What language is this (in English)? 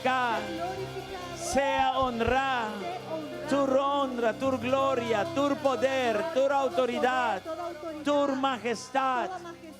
Papiamento